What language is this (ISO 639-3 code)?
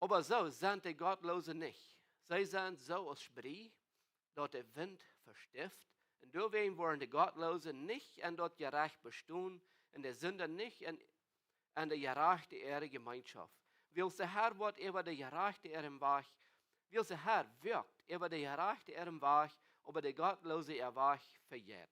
pdt